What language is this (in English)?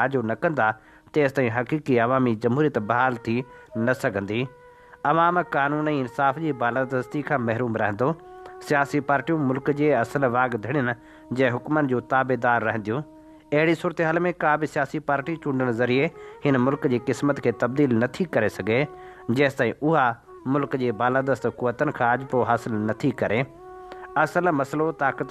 Sindhi